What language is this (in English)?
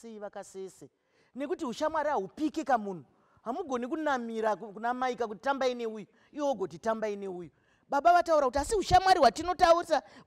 Shona